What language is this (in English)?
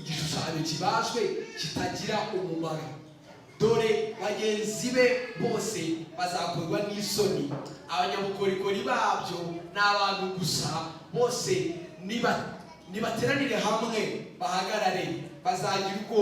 Kinyarwanda